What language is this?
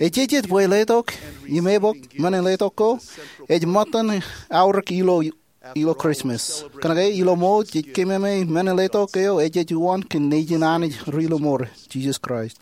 Marshallese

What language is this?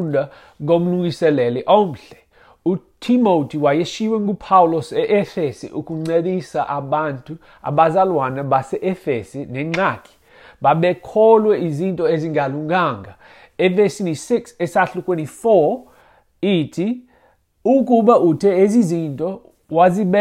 Xhosa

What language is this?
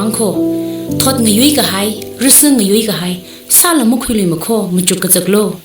Tangkhul Naga (India)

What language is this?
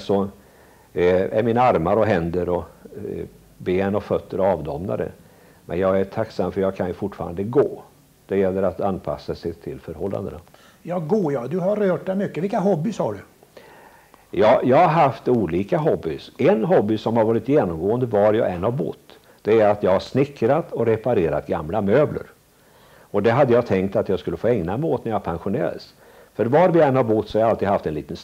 Swedish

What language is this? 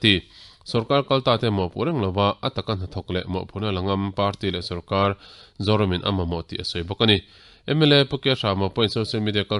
Mizo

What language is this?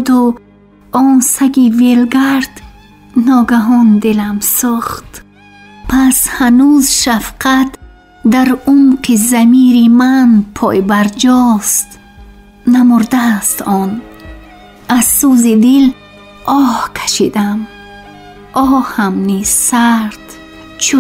Tajik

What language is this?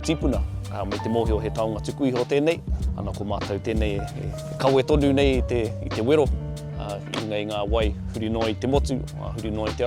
Māori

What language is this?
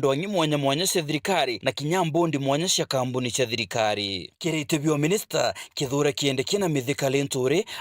Meru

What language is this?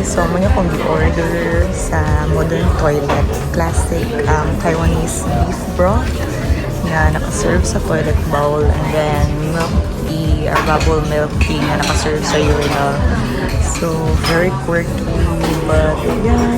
Cebuano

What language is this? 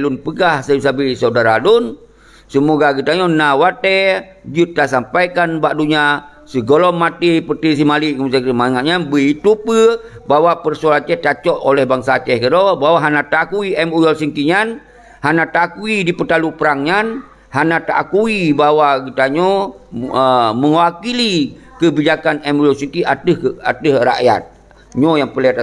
Achinese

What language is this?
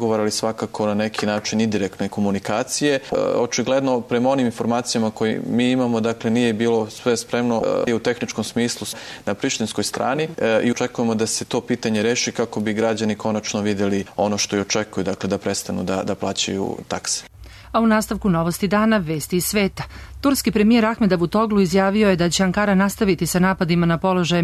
Serbian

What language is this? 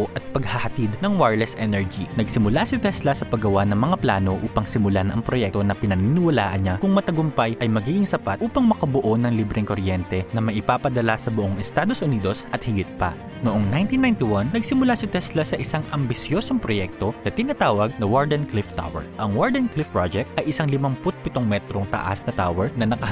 Filipino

